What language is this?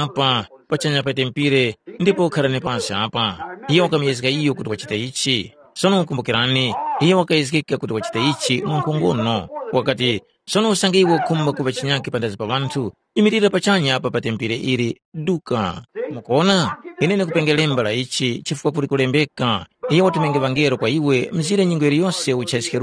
Tumbuka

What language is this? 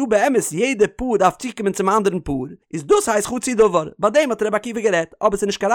Yiddish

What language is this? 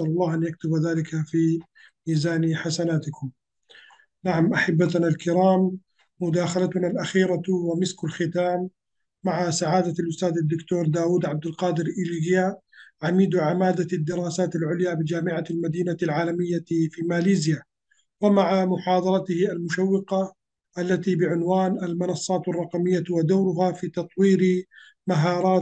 Arabic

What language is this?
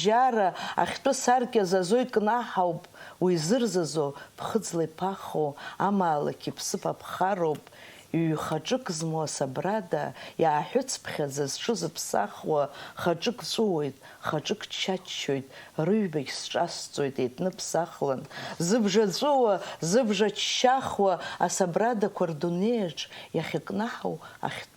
Abkhazian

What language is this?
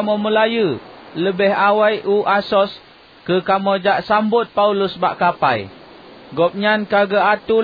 Achinese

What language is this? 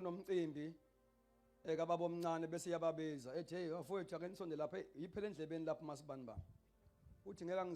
Zulu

